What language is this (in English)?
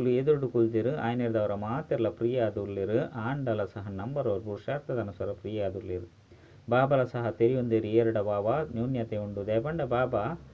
Tulu